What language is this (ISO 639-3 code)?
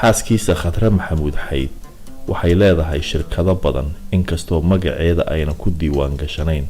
som